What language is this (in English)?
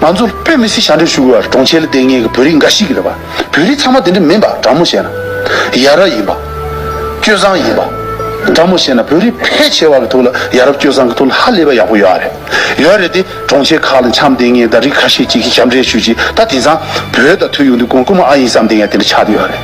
Tibetan